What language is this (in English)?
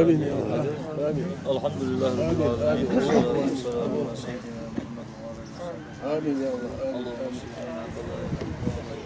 Ingush